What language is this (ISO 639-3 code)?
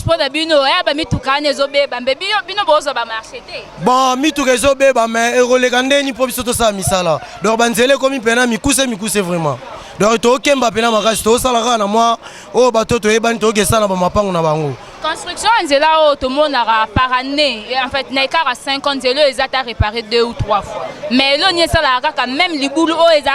lin